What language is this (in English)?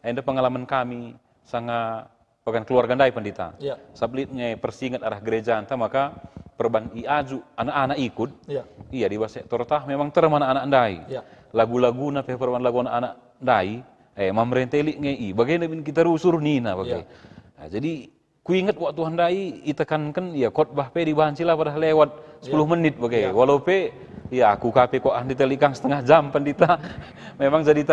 Batak Karo